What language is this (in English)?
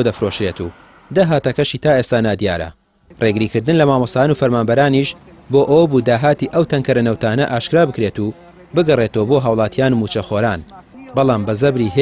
Central Kurdish